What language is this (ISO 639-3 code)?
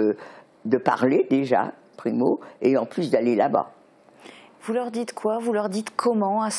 fra